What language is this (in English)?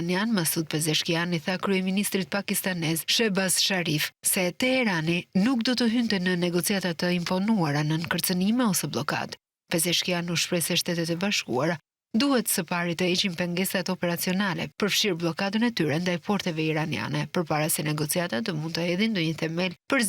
Albanian